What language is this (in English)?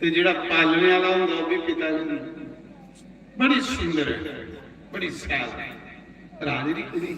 Dogri